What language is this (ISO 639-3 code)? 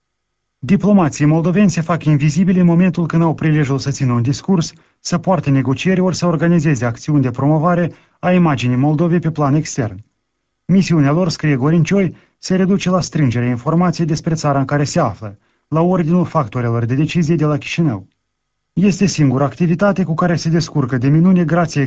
ron